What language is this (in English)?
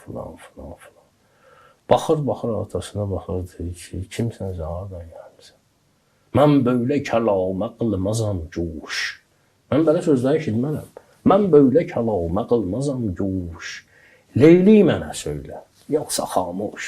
Azerbaijani